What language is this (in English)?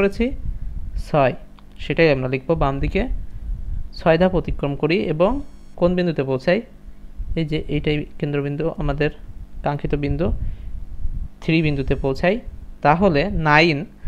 Bangla